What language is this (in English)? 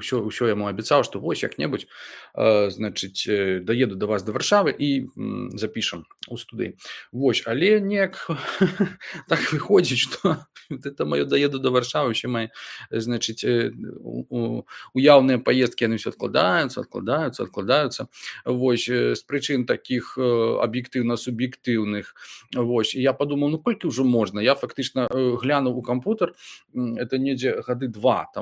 Belarusian